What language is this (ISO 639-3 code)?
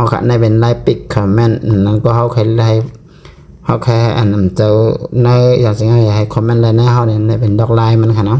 shn